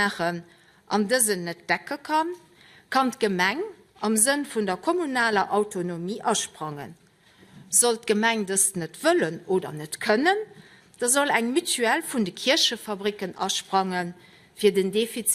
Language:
Luxembourgish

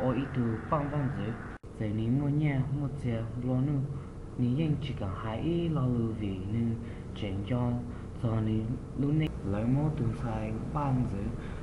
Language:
Hmong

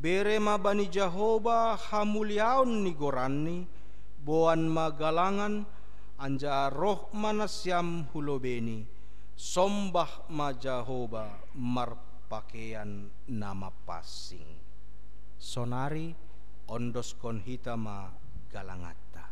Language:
Batak Simalungun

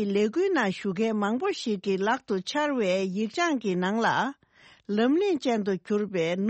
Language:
Tibetan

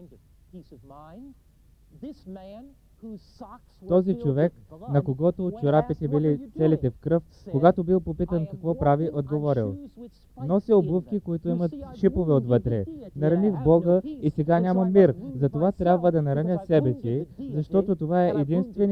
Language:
Bulgarian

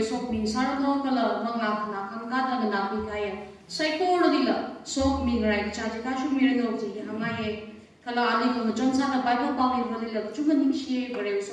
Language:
Tangkhul Naga (India)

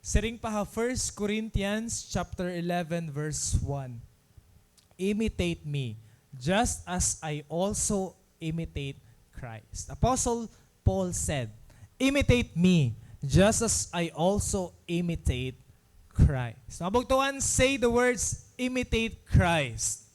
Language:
Waray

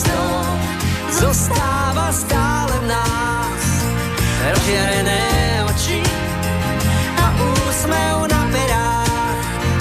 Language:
Slovak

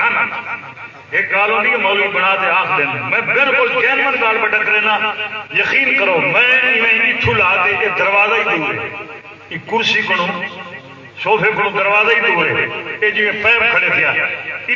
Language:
Saraiki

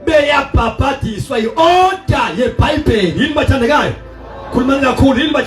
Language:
Zulu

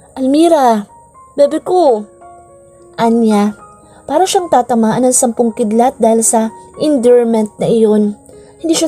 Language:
Filipino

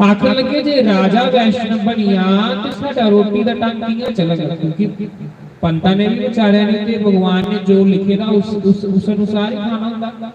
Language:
Dogri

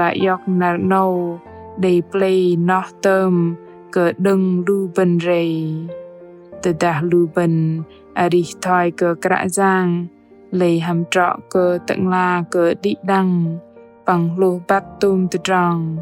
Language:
Bahnar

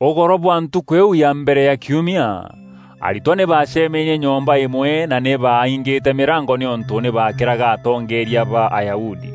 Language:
Meru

